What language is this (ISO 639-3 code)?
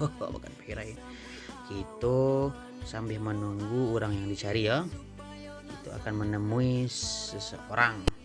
min